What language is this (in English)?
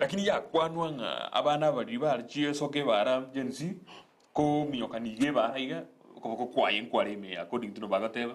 Gusii